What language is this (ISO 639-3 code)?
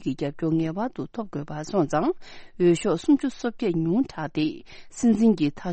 bod